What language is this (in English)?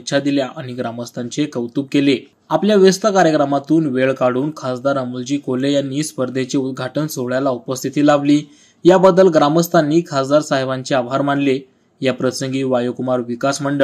Marathi